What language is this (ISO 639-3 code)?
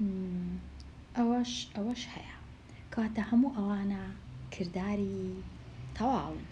ckb